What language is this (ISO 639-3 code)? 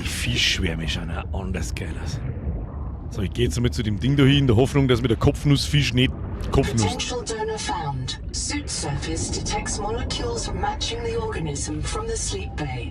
bar